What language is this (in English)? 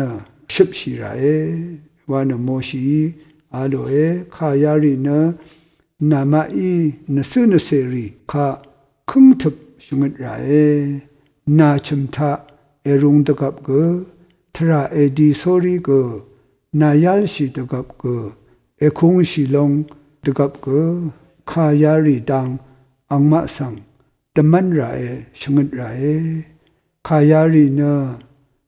Rawang